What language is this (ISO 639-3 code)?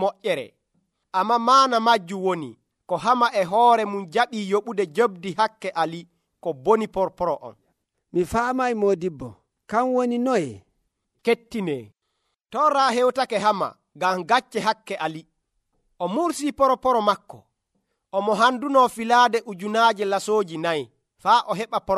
fuv